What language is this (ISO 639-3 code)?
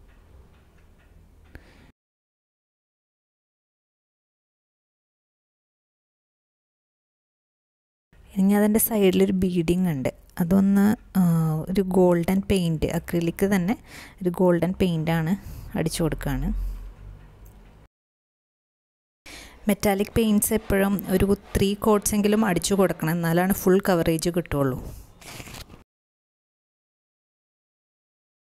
mal